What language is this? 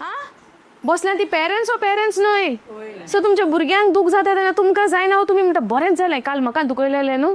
Konkani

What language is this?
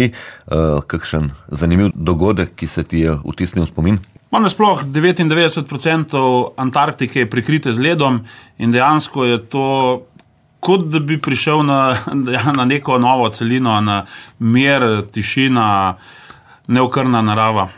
Slovenian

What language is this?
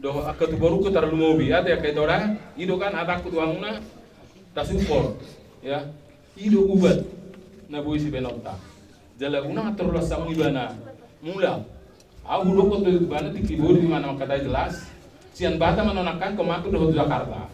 Batak Toba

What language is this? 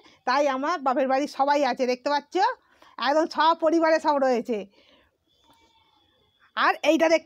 Bangla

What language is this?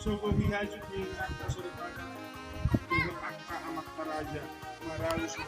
Batak Toba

